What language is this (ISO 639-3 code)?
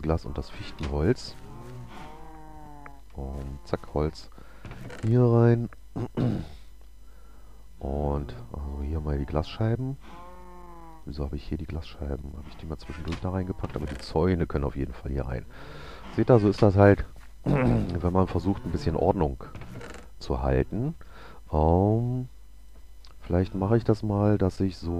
deu